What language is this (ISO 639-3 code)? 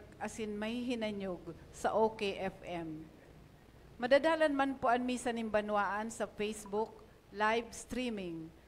bik